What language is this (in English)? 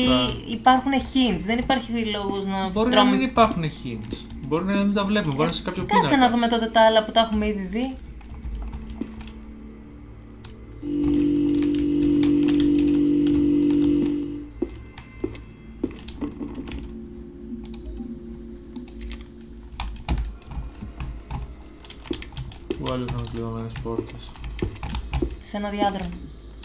Greek